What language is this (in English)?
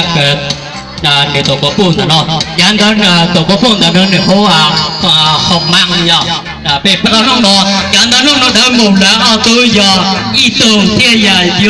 Hmong